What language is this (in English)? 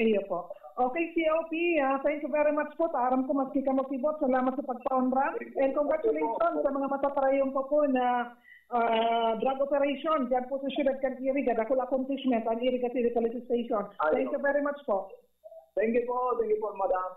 Bikol